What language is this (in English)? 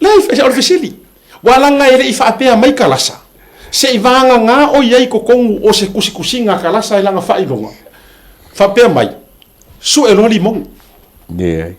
Samoan